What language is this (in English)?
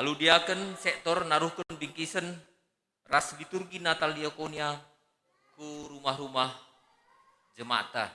Batak Karo